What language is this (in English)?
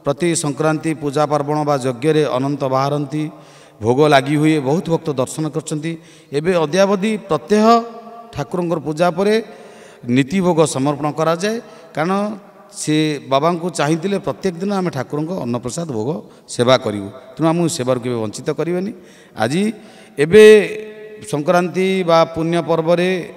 Odia